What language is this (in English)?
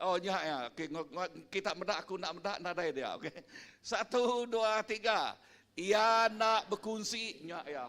Iban